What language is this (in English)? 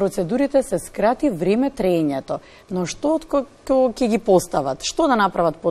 Macedonian